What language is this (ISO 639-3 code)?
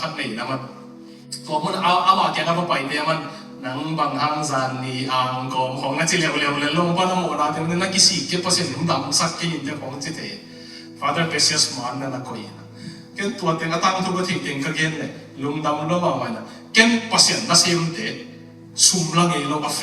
ctd